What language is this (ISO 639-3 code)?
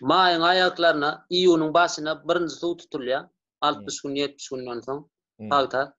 tuk